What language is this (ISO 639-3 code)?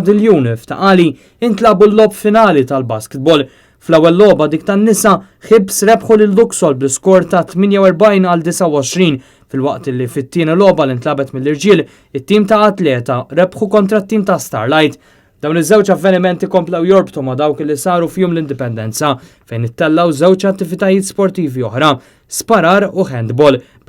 mlt